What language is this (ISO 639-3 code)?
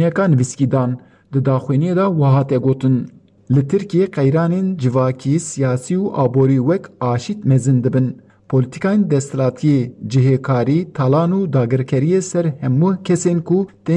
kur